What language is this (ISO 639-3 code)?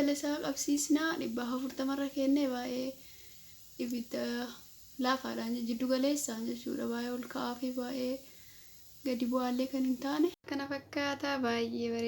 orm